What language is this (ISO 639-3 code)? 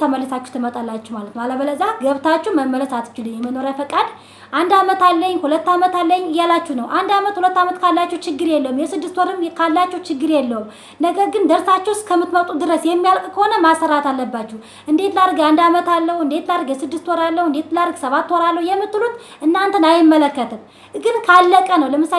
amh